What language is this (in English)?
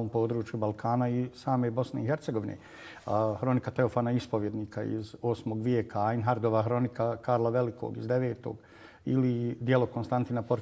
Bosnian